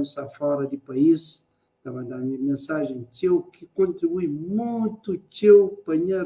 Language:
Kabuverdianu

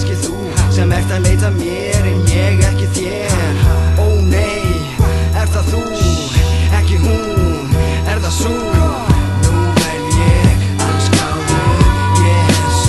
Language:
Icelandic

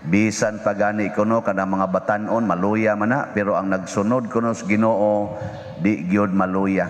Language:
Cebuano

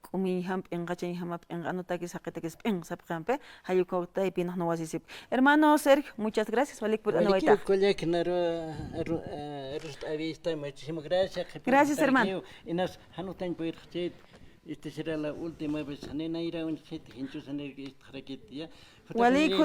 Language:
Aymara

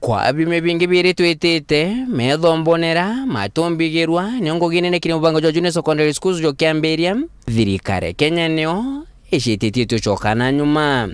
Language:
Meru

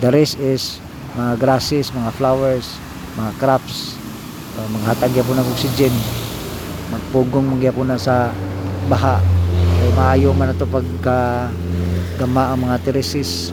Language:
Cebuano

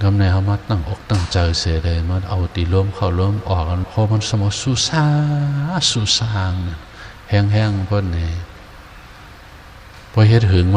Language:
Shan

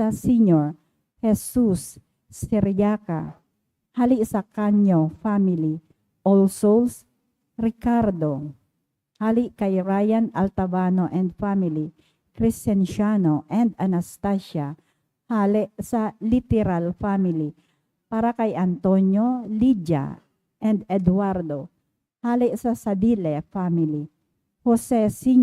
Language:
Bikol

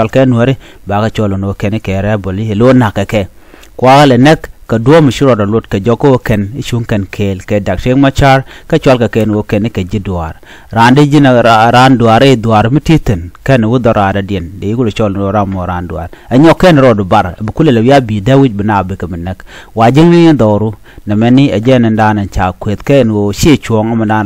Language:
Nuer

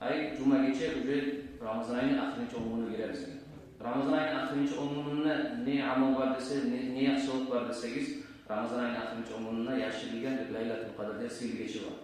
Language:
Kumyk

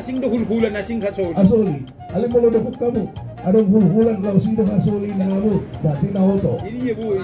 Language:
Batak Toba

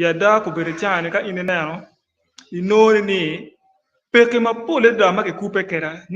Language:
Acoli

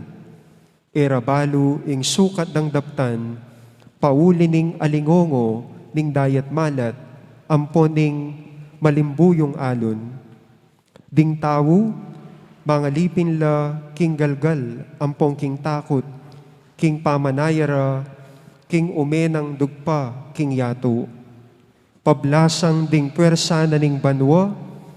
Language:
Pampanga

